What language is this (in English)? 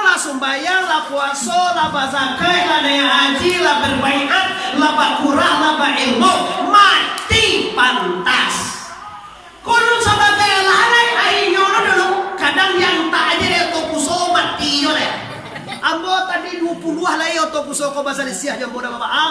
Minangkabau